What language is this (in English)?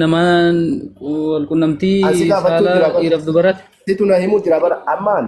Oromo